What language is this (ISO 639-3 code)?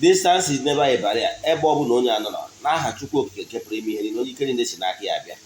ibo